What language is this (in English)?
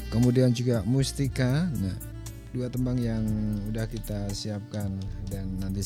Indonesian